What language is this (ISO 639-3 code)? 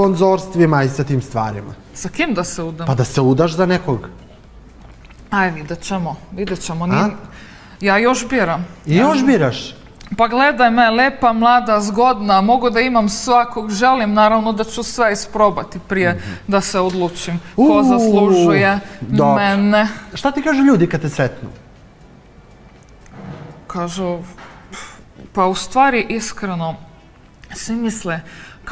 srp